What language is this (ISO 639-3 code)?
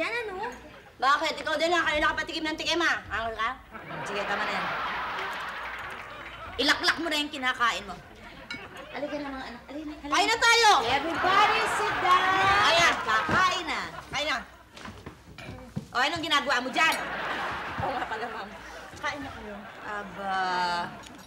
fil